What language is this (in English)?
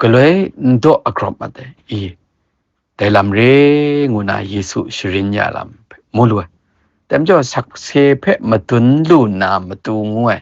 Kachin